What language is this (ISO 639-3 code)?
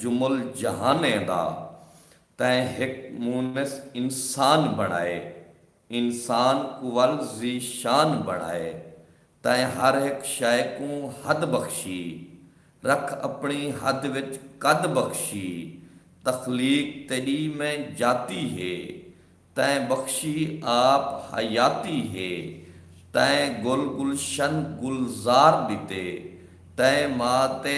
skr